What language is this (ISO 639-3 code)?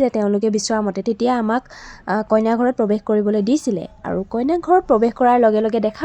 asm